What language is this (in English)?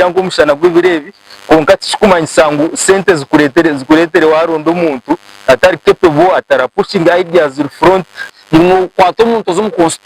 Nyankole